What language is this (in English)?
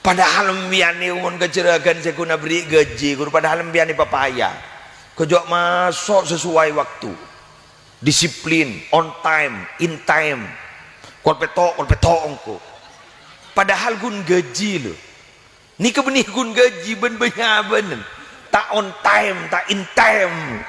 Madurese